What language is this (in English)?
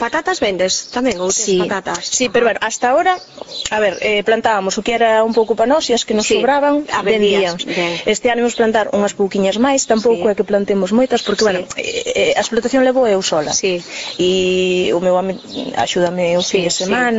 Galician